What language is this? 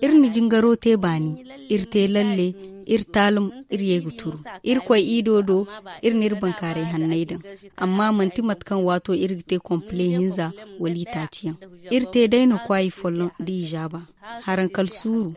Zarma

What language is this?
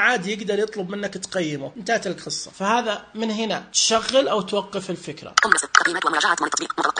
Najdi Arabic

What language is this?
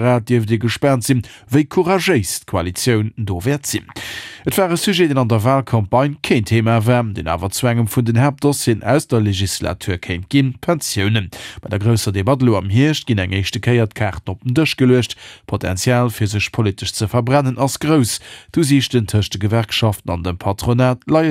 Luxembourgish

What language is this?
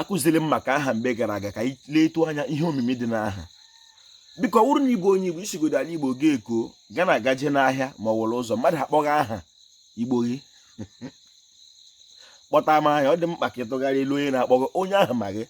Igbo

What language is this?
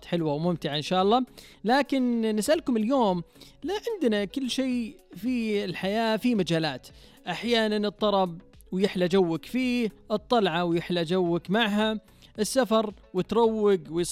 Najdi Arabic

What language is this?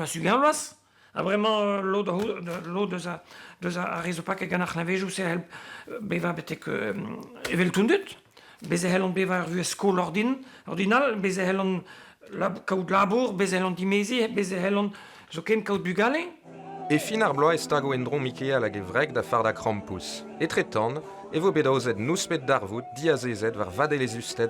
Breton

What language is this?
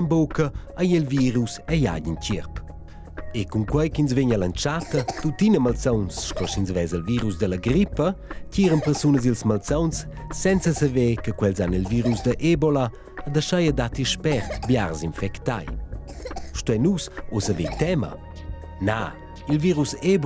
Romansh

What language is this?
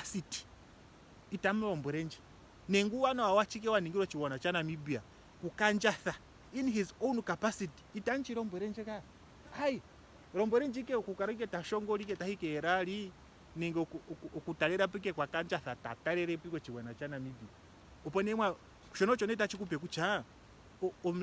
Ndonga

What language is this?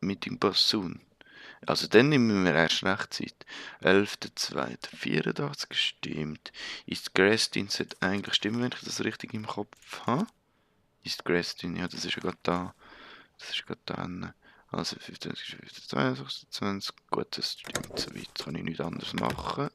Swiss German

